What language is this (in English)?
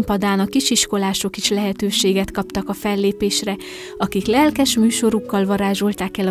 Hungarian